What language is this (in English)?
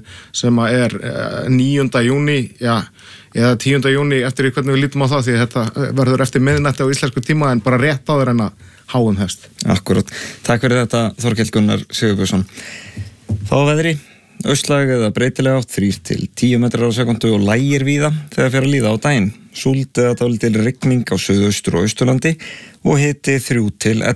Icelandic